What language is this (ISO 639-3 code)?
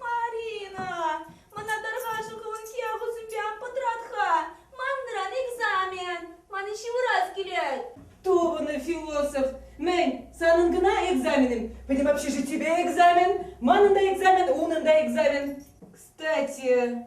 chv